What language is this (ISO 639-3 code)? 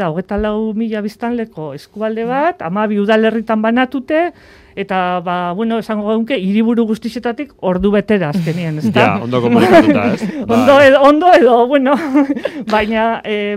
eus